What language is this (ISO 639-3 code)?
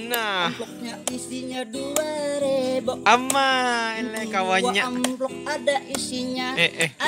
bjn